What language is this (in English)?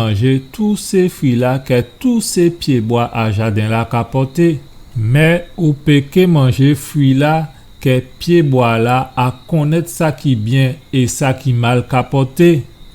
Guadeloupean Creole French